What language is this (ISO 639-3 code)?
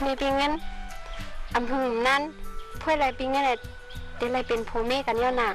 shn